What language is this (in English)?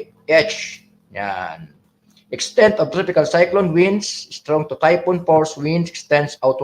Bikol